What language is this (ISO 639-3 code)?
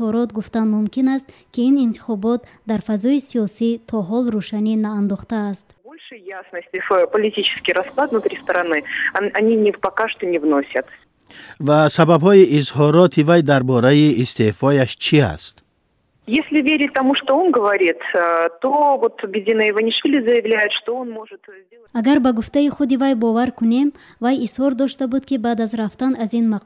tgk